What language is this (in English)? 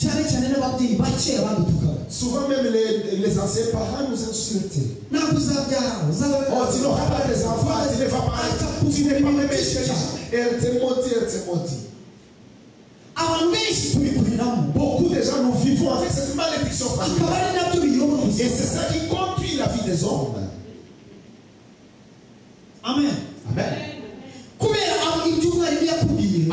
Kinyarwanda